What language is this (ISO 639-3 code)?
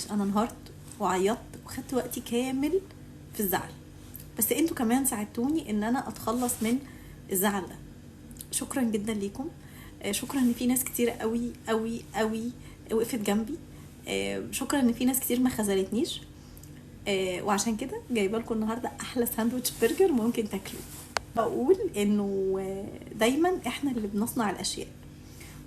arz